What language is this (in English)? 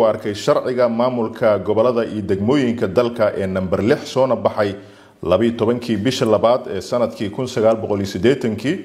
Somali